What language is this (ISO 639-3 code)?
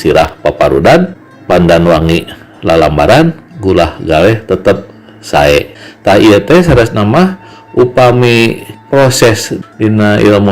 sun